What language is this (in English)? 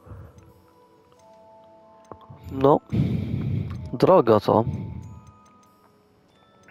Polish